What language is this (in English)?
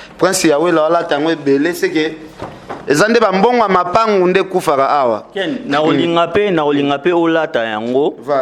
Lingala